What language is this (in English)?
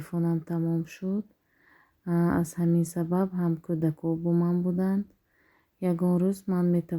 Tajik